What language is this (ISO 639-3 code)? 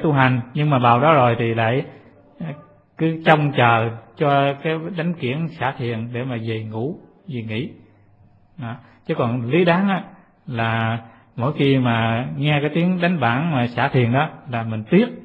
vie